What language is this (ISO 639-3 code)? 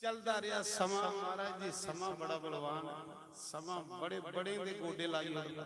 doi